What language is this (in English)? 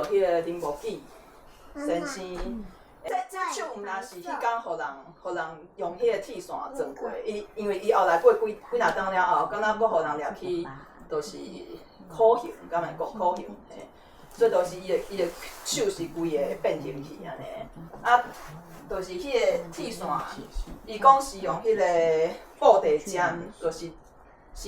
Min Nan Chinese